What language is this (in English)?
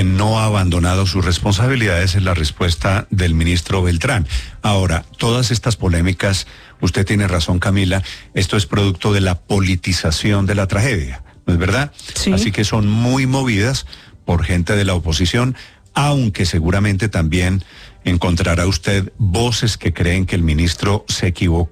Spanish